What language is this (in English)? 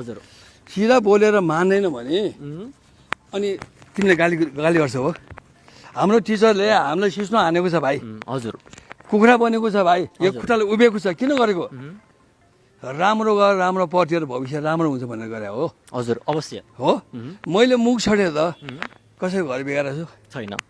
Nepali